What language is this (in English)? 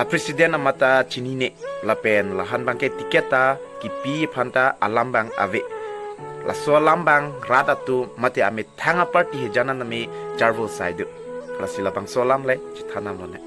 Karbi